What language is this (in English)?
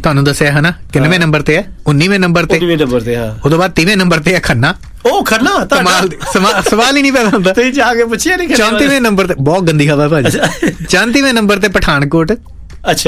Punjabi